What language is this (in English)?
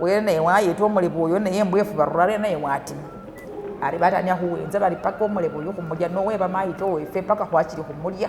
Masaaba